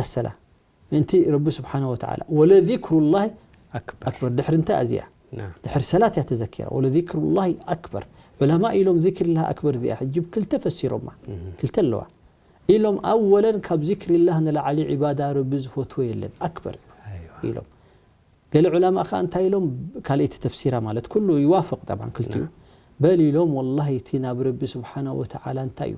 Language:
Tigrinya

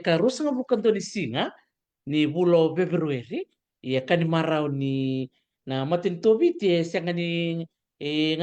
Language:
Fijian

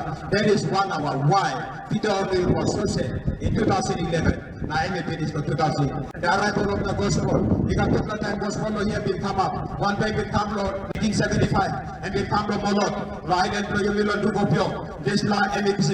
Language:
Tok Pisin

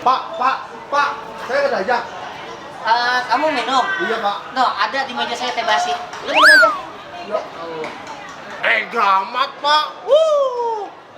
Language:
Betawi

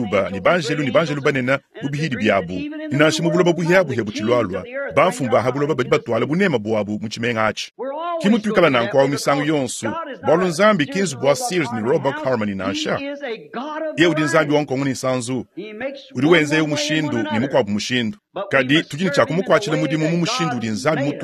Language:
Luba-Lulua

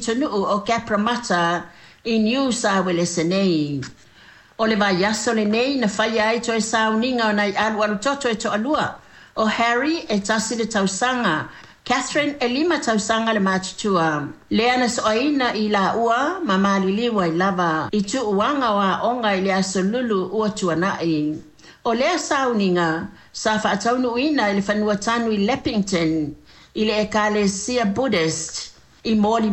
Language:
Samoan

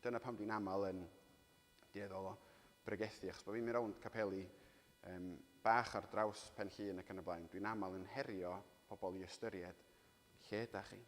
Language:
Welsh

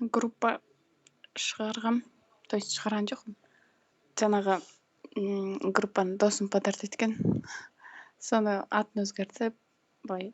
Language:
Kazakh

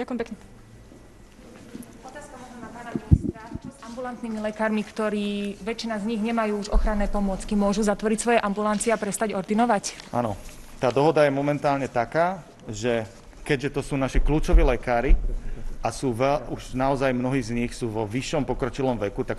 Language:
Slovak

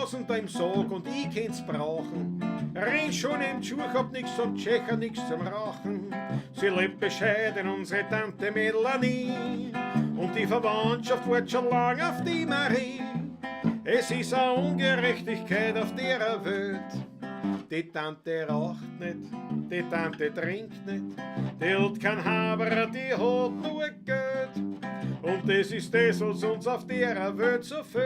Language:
Bavarian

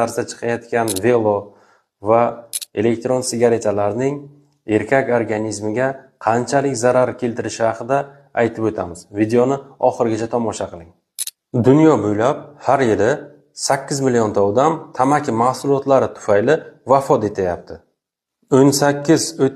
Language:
Uzbek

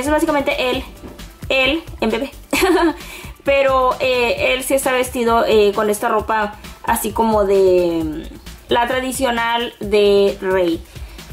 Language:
Spanish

